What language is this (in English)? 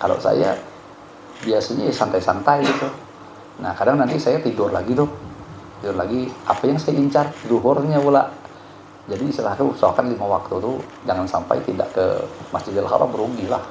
Banjar